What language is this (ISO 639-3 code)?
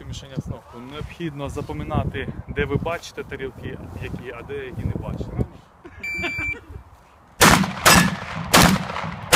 ukr